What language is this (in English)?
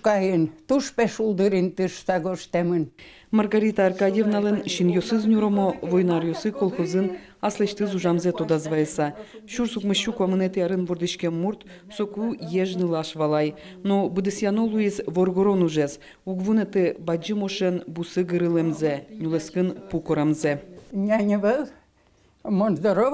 Udmurt